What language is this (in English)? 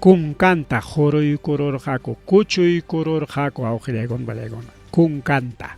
Ayacucho Quechua